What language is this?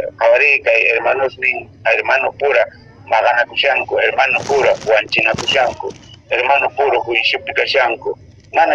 Quechua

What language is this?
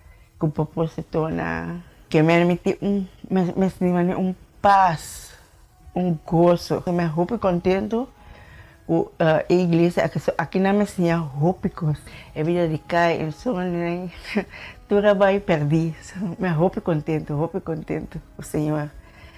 Papiamento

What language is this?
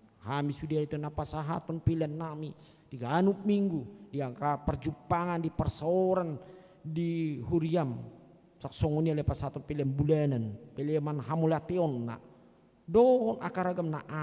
Batak Toba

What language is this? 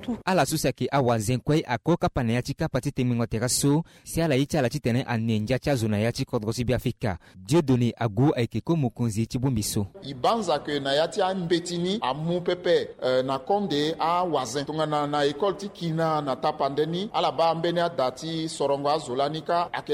Sango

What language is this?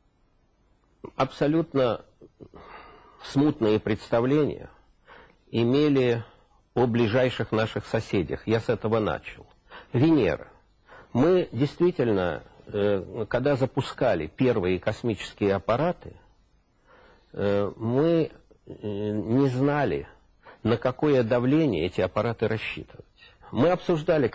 Russian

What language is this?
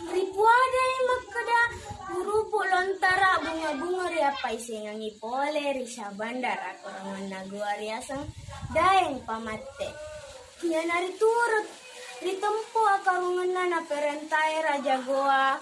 Buginese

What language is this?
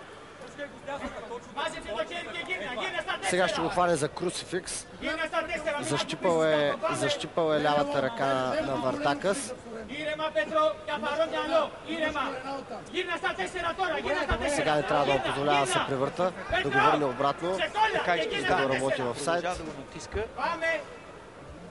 Bulgarian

